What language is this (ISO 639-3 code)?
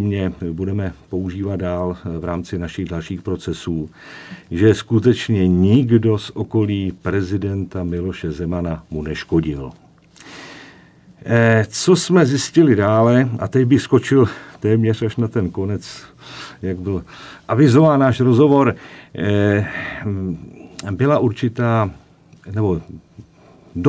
ces